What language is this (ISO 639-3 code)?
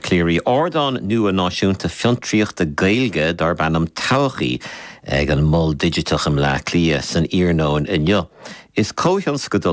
gle